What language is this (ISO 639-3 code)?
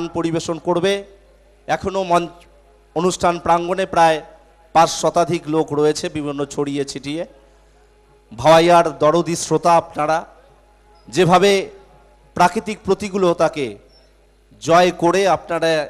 ben